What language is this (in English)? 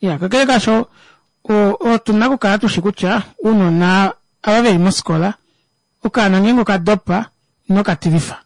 Kuanyama